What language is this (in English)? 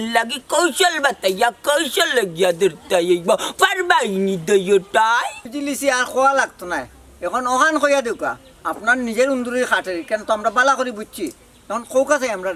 Sylheti